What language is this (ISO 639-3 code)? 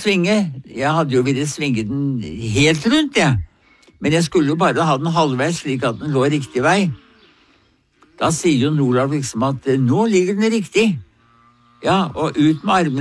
nor